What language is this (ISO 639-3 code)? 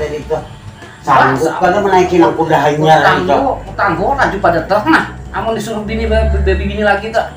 bjn